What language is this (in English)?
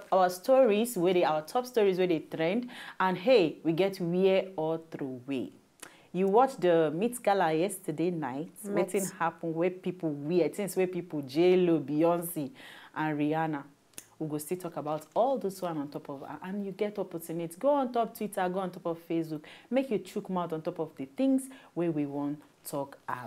Nigerian Pidgin